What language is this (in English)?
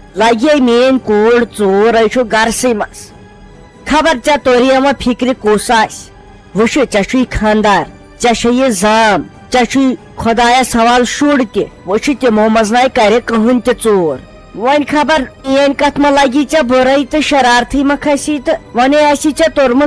Kashmiri